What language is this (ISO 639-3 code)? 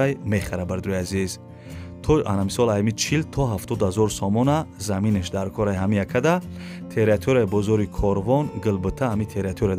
tgk